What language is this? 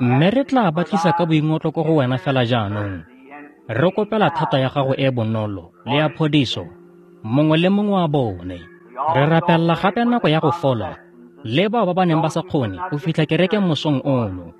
Tswana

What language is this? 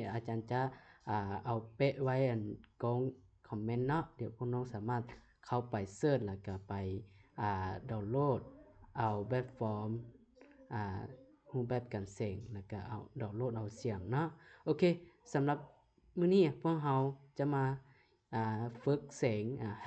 Lao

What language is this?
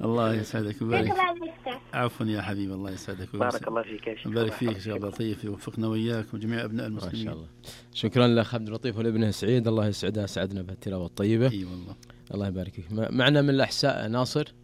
Najdi Arabic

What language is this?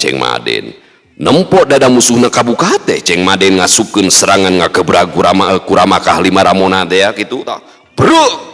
Sundanese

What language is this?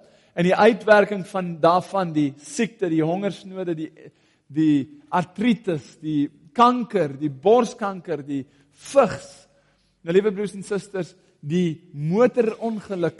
Afrikaans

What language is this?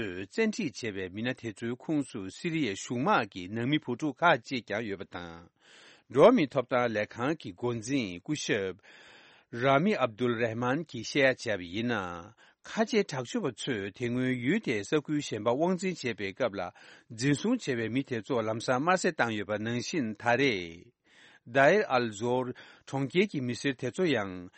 Tibetan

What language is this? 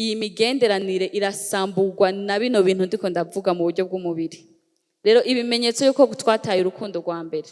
Rundi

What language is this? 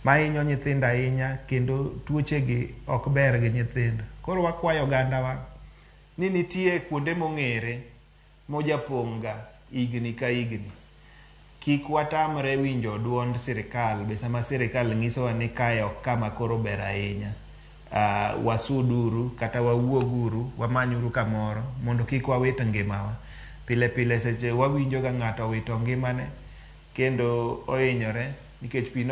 Luo (Kenya and Tanzania)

